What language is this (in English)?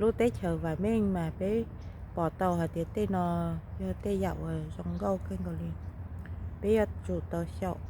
Hmong